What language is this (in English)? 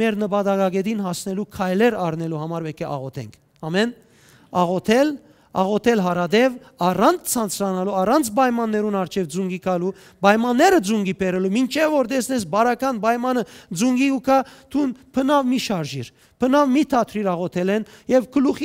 Western Armenian